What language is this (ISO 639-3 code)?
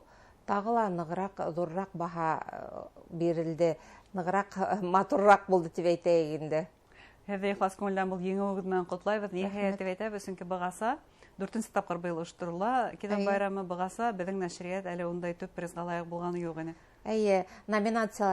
bak